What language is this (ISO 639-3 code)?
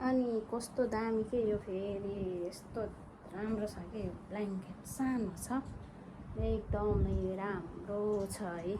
nep